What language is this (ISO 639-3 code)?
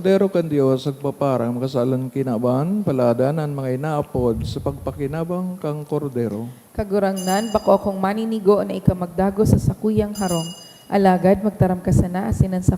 bik